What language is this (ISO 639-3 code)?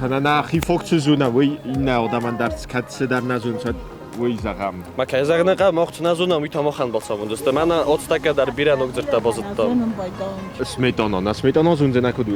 oss